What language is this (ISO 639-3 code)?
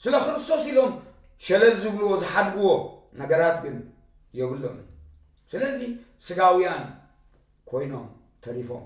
tir